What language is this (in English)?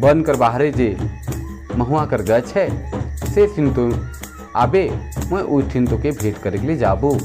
Sadri